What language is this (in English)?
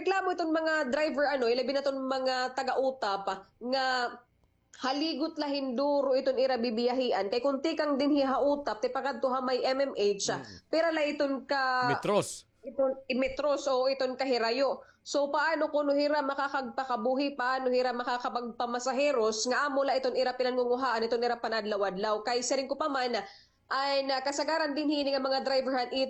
Waray